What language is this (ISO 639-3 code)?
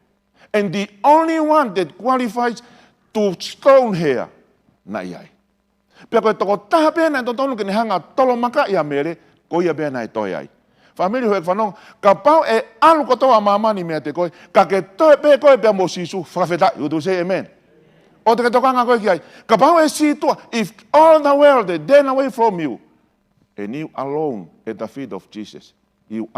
ton